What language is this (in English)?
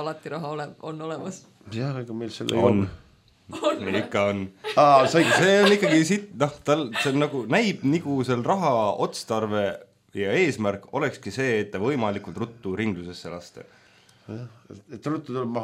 Estonian